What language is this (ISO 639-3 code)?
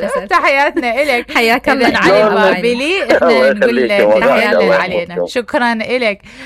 acm